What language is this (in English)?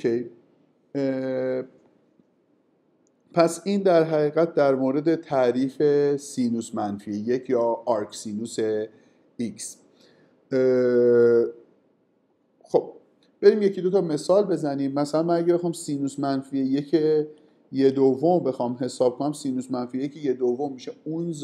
Persian